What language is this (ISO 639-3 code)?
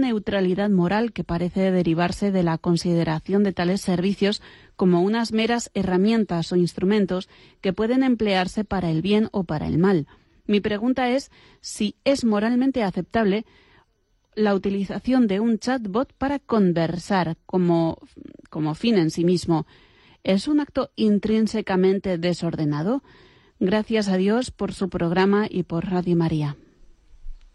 spa